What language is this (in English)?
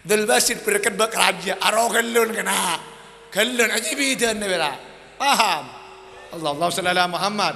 Madurese